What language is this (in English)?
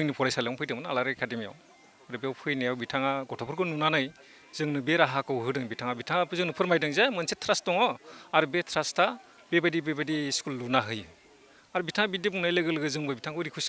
Bodo